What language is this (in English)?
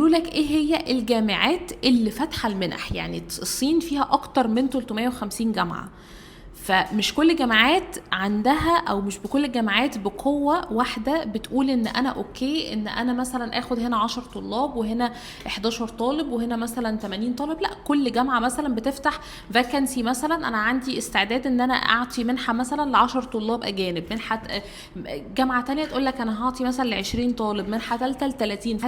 Egyptian Arabic